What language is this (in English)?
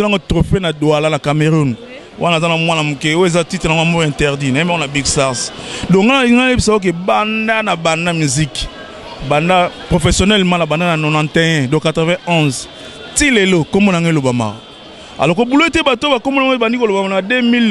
Lingala